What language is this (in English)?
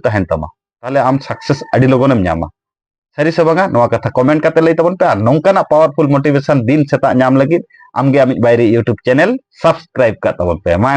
Santali